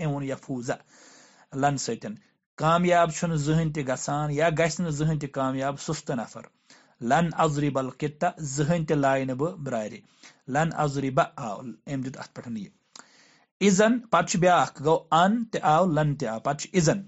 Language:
Kashmiri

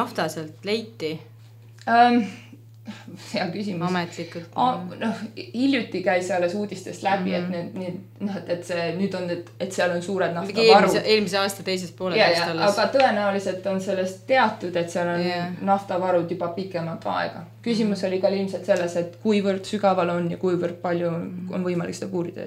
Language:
Estonian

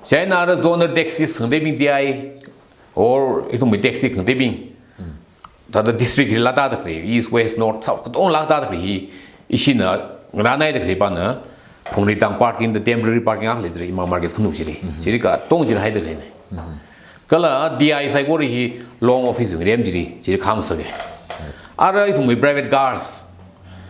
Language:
Tangkhul Naga (India)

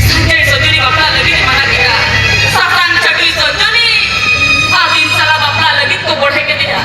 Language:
Santali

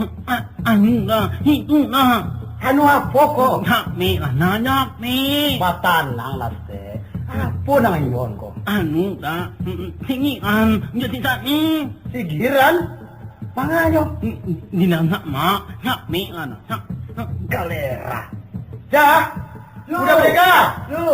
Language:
Minangkabau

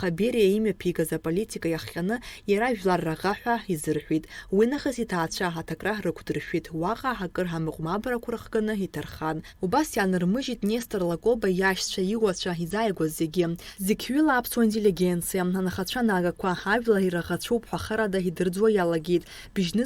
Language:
Abkhazian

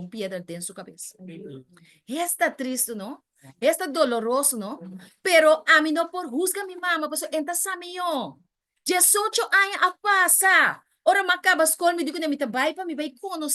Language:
Papiamento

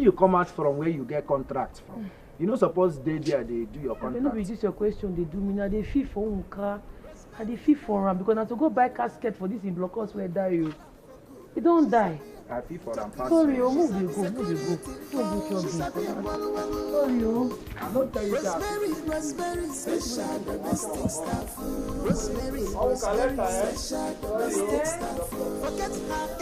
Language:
Nigerian Pidgin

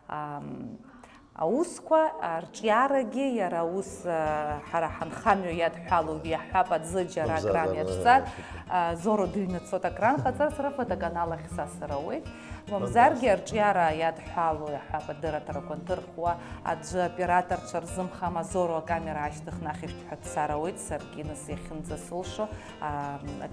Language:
Abkhazian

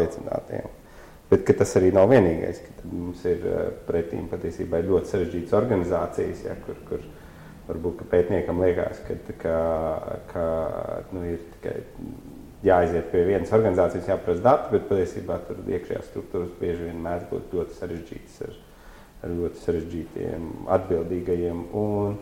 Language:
Latvian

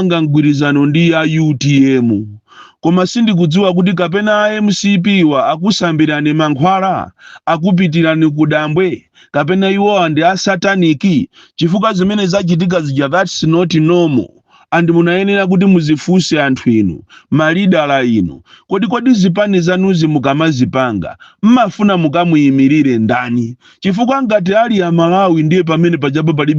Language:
Nyanja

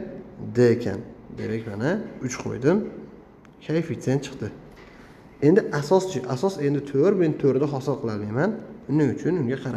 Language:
Uzbek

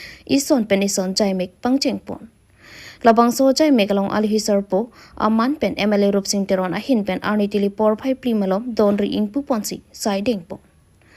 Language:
Karbi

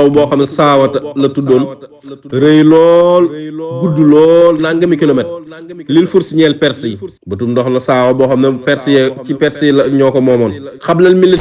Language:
Wolof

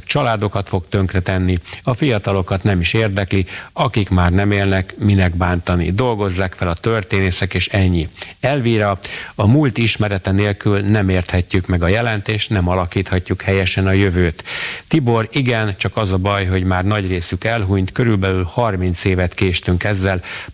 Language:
Hungarian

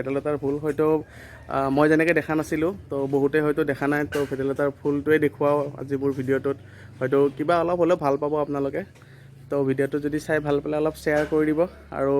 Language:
Assamese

